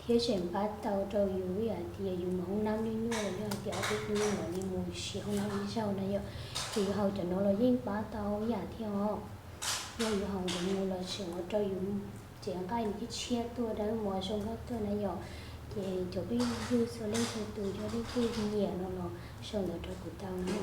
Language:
Hmong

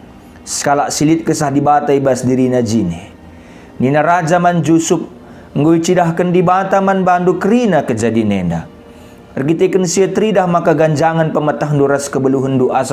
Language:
Batak Karo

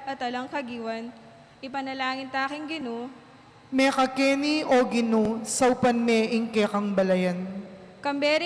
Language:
Pampanga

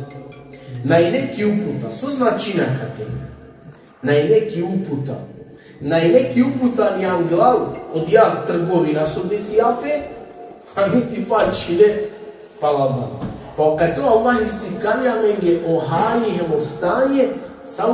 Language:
Balkan Romani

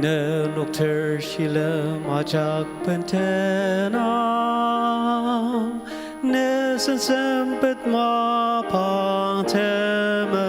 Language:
Ao Naga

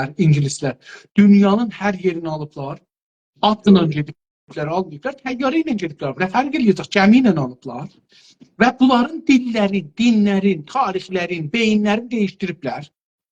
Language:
South Azerbaijani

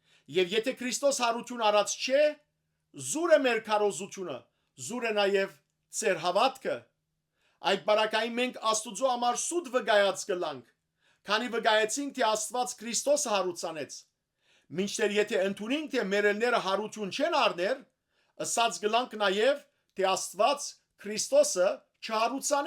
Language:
Western Armenian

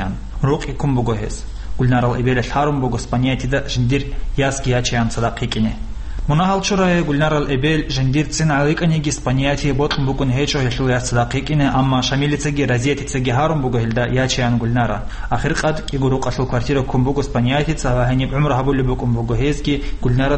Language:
Avaric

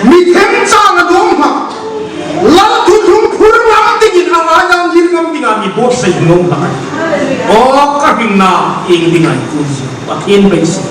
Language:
Hmar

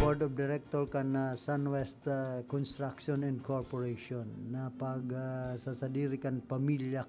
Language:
Bikol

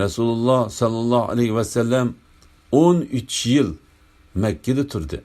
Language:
Uyghur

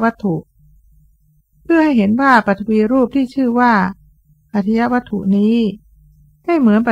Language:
Thai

